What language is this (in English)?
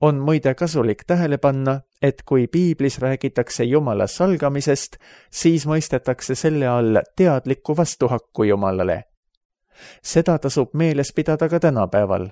Estonian